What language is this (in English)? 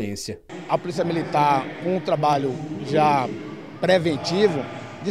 Portuguese